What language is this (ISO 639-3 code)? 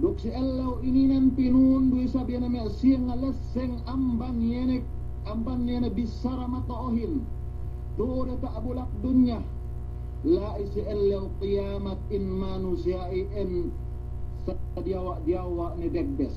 yka